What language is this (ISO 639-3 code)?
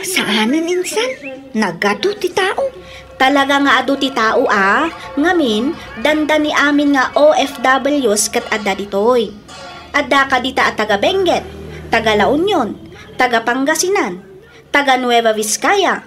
ilo